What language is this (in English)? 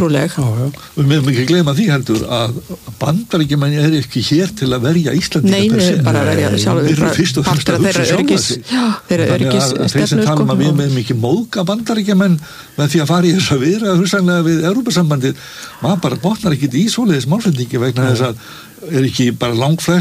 Icelandic